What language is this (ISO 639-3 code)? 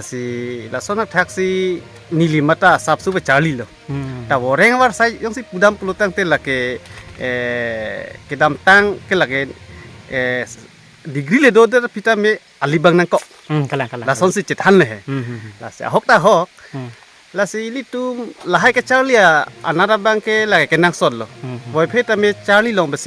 mjw